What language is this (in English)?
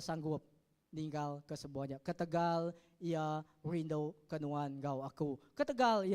Iban